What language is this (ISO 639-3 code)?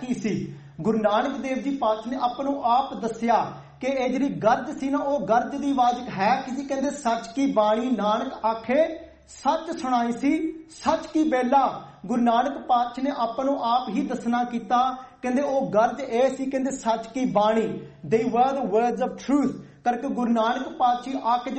pan